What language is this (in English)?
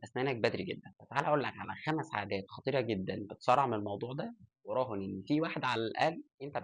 Egyptian Arabic